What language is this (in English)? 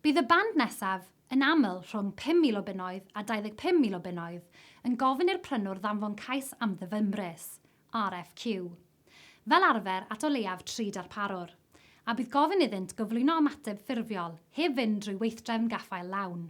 Welsh